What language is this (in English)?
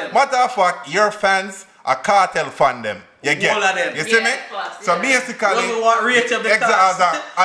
Jamaican Creole English